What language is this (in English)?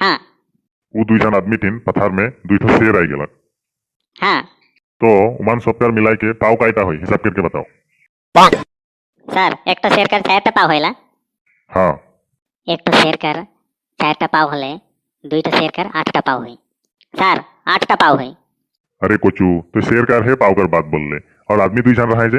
Sadri